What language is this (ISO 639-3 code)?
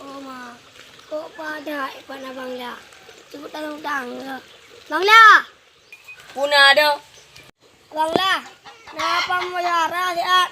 ace